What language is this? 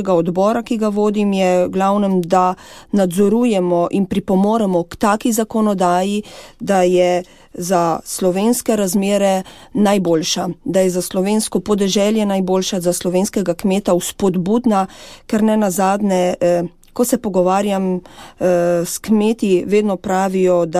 Slovenian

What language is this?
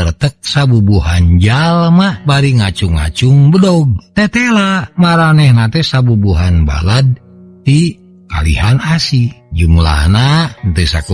Sundanese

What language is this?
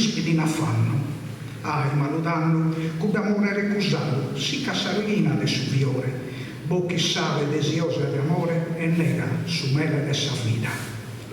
Sardinian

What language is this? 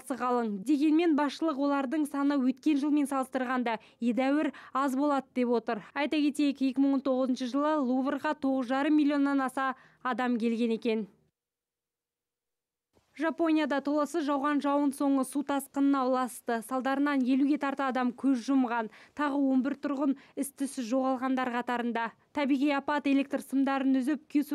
Kazakh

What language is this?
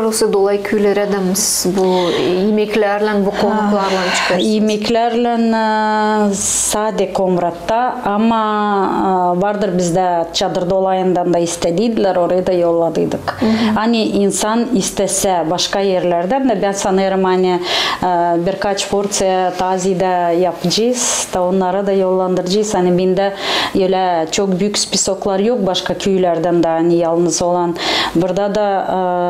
Gagauz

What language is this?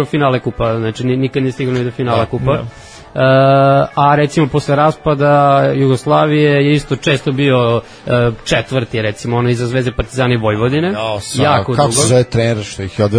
Serbian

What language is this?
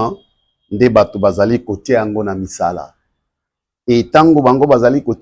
Lingala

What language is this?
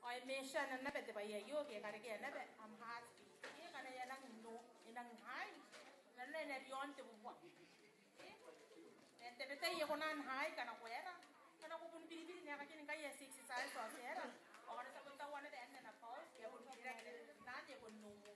Gilbertese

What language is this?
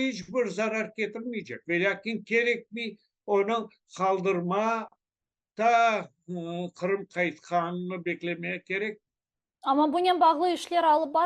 Crimean Tatar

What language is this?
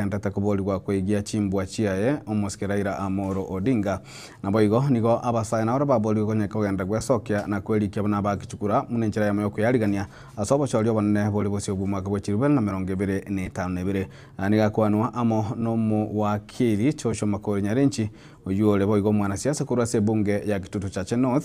Gusii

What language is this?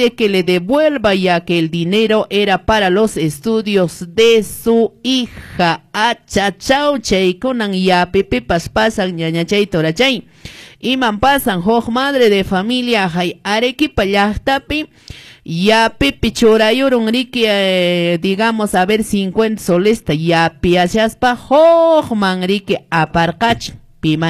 Quechua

